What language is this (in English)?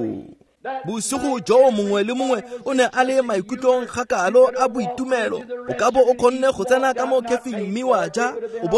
Tswana